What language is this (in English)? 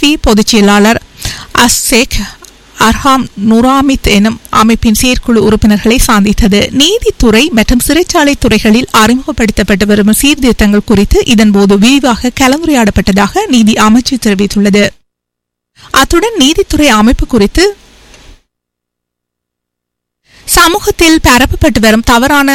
Tamil